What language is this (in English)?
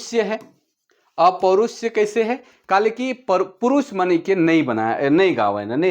Sadri